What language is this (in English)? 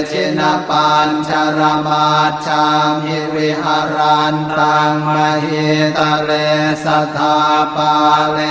Pali